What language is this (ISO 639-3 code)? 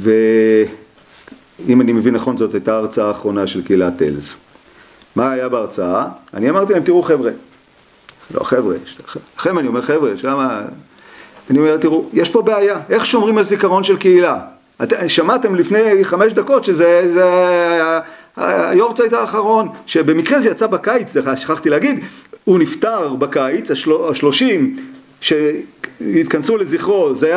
heb